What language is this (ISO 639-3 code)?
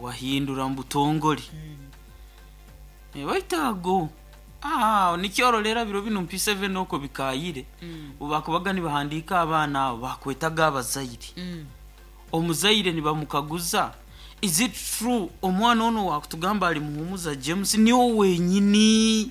nyo